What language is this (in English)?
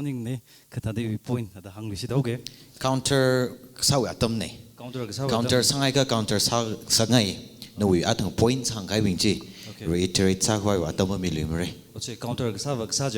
Tangkhul Naga (India)